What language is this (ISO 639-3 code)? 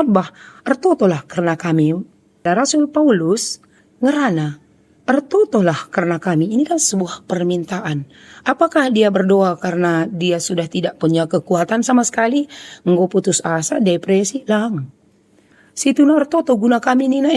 btx